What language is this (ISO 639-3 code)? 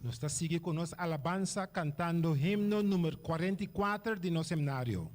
pap